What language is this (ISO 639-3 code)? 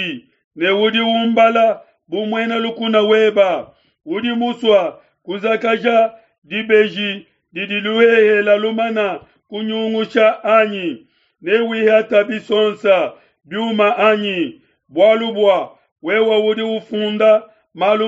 lua